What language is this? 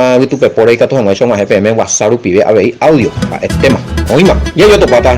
Guarani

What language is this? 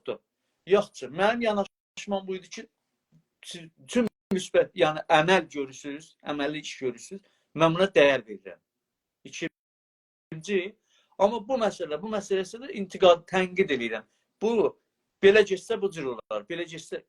South Azerbaijani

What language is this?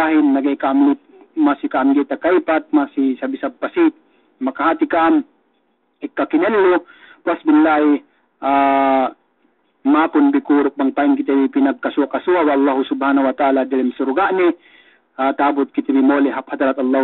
Yakan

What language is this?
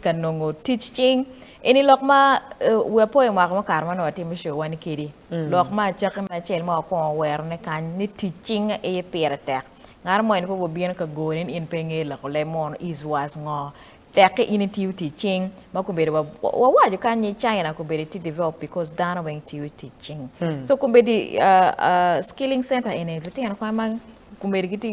Acoli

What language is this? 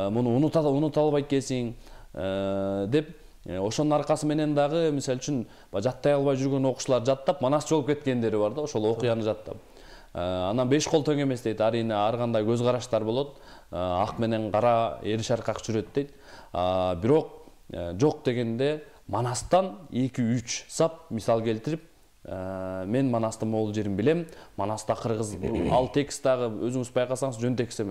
Kyrgyz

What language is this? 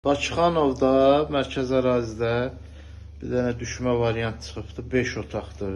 Azerbaijani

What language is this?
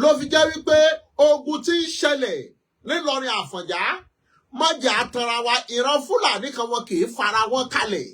Yoruba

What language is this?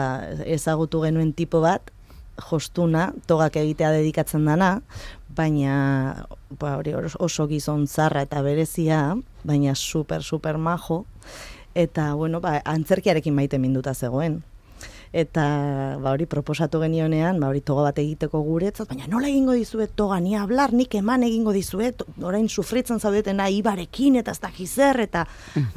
Basque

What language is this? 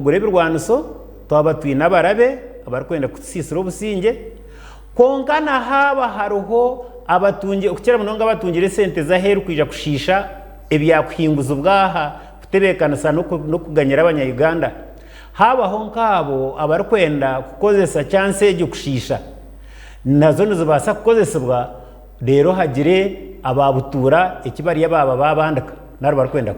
Nyankole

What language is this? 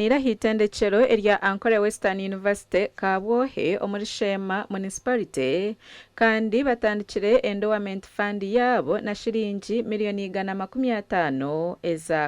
Nyankole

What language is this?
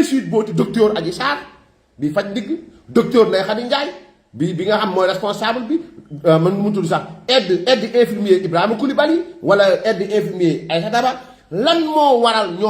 Wolof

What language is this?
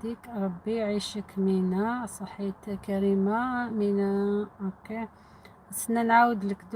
Algerian Arabic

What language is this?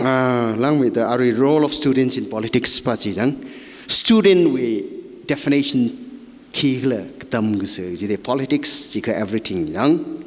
Tangkhul Naga (India)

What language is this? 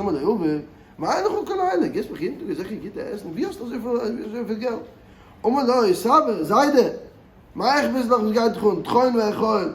Yiddish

